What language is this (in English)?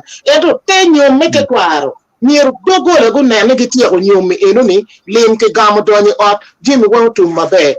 Acoli